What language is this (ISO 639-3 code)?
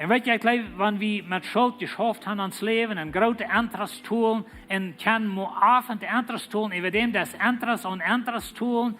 pdt